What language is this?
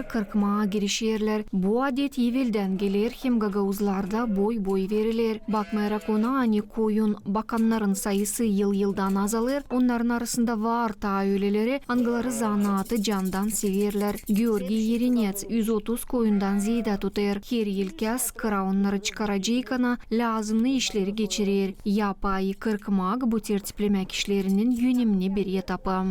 Gagauz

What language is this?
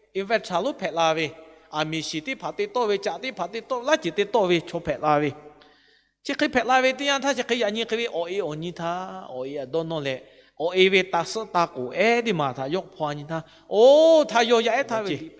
Lahu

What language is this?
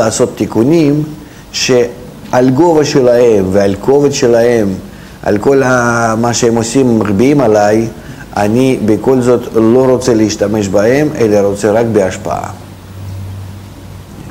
Hebrew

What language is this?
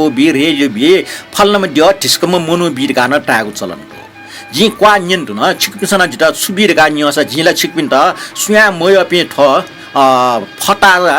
Newari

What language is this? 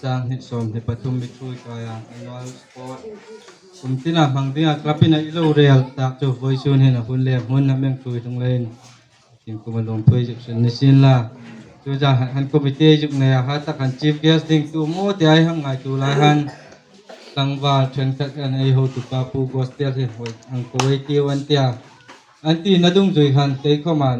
Hmar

